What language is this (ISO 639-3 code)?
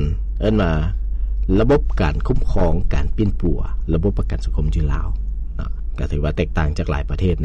lao